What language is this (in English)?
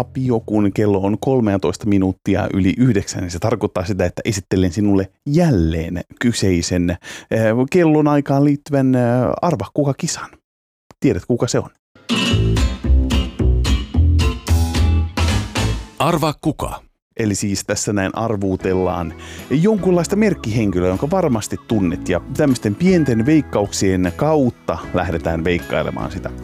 Finnish